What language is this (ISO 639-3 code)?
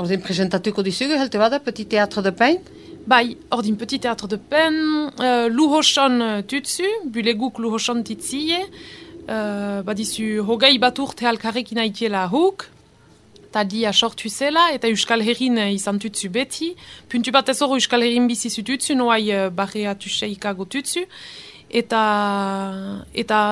eus